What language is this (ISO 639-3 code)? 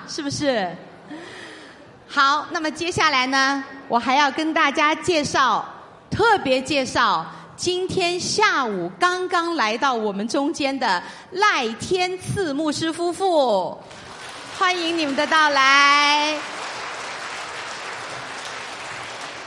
zho